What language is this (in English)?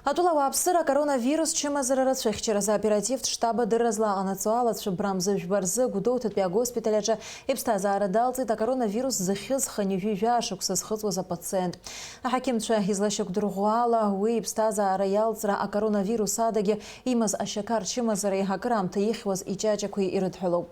Abkhazian